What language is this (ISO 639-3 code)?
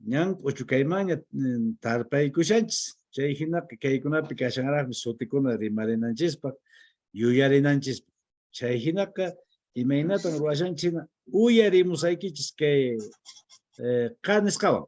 que